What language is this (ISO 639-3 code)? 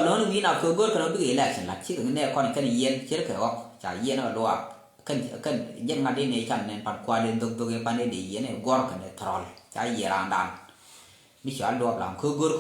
nus